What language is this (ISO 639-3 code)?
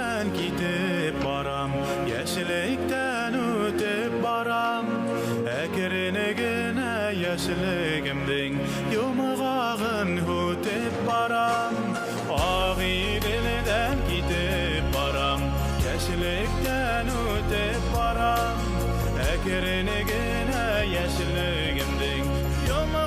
bak